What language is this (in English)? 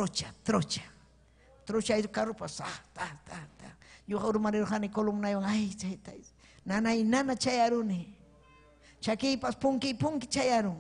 Ayacucho Quechua